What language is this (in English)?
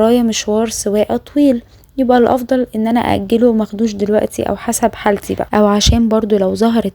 Egyptian Arabic